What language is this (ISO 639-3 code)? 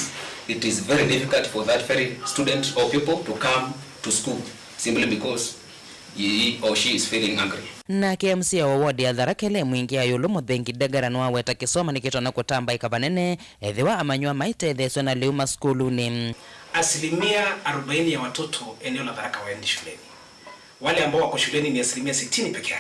kam